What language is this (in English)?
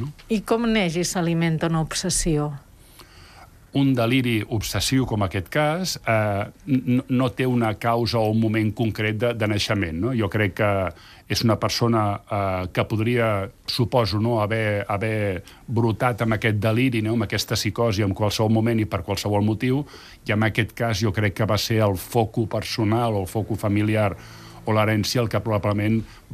Catalan